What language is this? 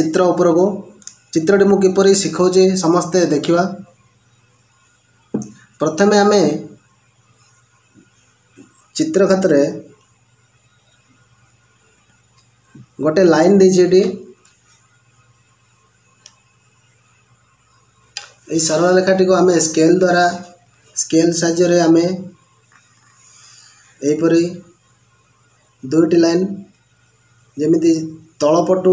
Odia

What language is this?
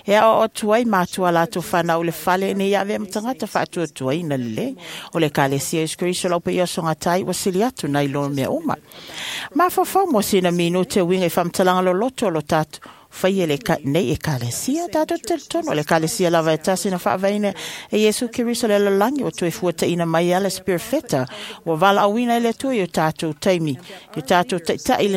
Samoan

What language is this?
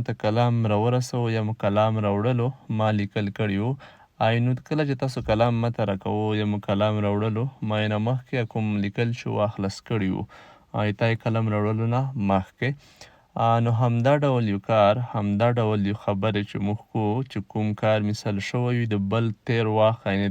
Pashto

